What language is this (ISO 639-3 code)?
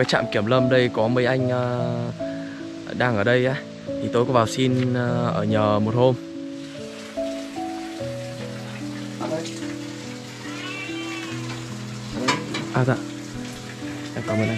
vie